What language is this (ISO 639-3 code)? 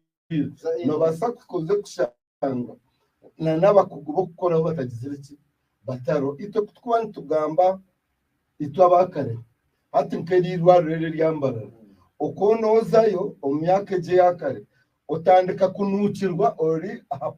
nyn